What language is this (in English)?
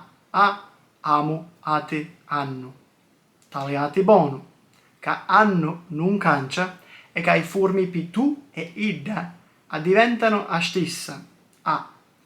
Sicilian